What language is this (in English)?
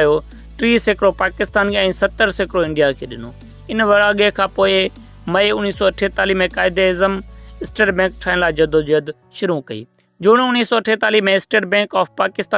Sindhi